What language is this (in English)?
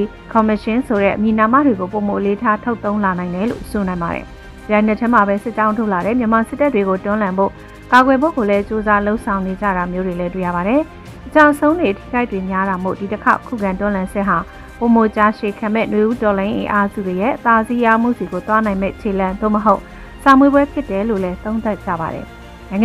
Burmese